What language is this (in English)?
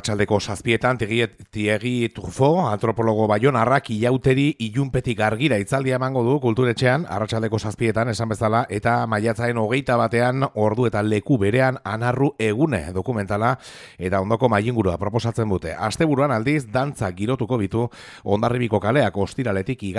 Basque